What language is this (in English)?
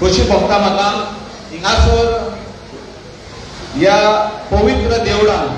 Konkani